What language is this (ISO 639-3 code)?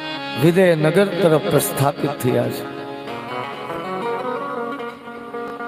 guj